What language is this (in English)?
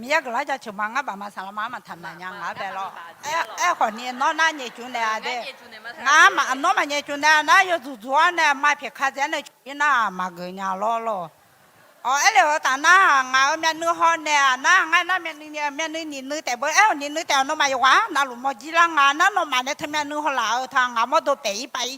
Akha